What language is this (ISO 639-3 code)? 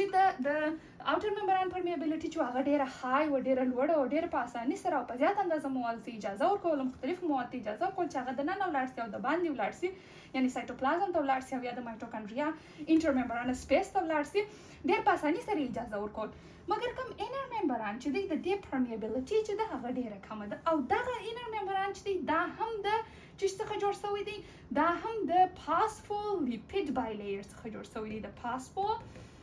pus